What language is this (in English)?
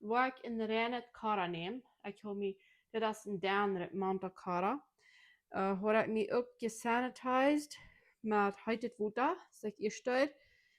Plautdietsch